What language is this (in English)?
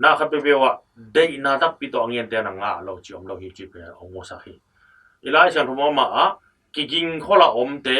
Tedim Chin